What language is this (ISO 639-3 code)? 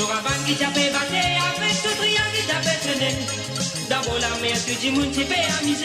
mfe